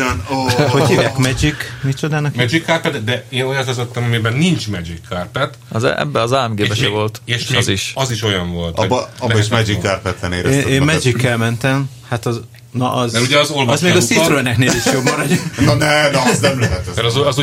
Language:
Hungarian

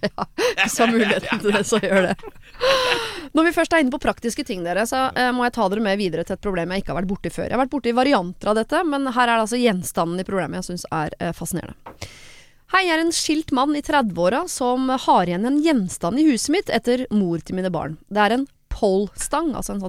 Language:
Norwegian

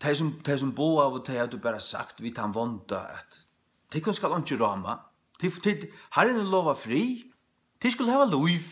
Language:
Faroese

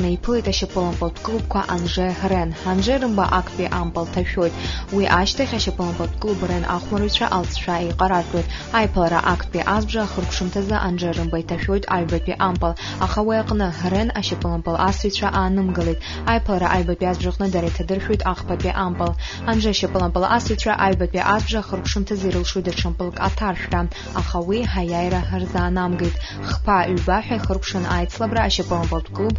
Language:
Abkhazian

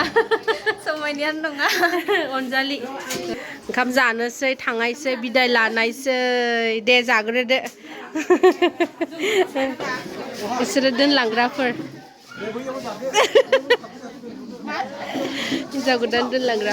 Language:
Bodo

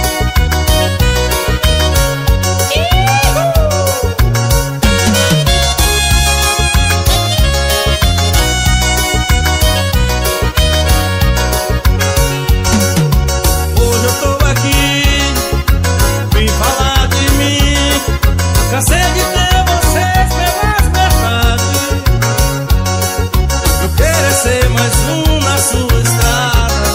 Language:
Portuguese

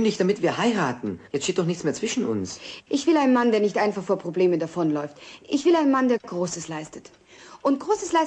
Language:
German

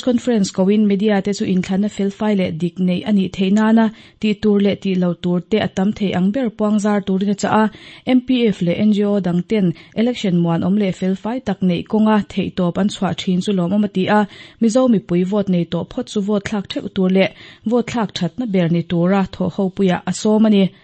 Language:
Mizo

